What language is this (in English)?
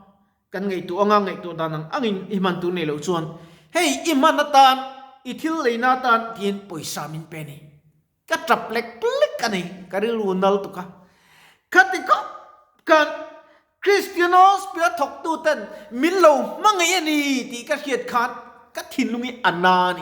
Mizo